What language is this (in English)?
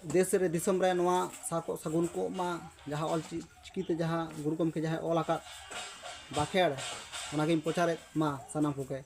Santali